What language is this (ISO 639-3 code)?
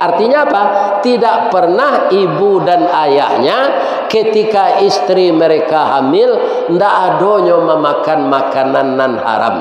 min